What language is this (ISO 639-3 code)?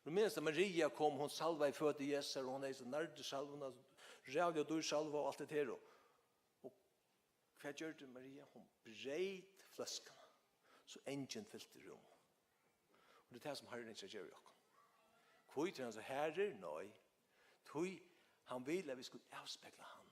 fao